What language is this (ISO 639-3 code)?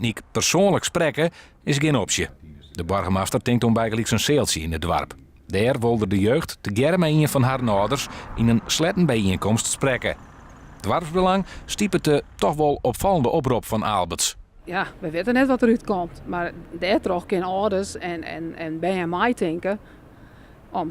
fry